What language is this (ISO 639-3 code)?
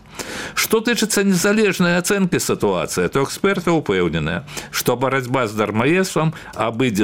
bel